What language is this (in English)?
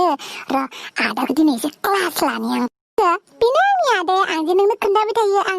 Bodo